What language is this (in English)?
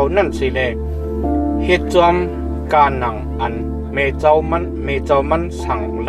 Shan